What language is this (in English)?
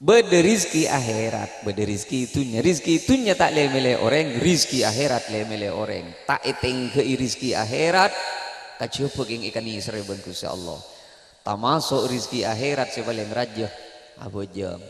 Madurese